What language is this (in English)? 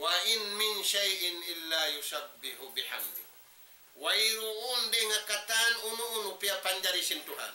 Tausug